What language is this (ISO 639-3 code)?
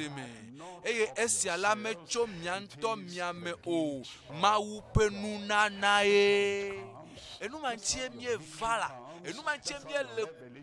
ewe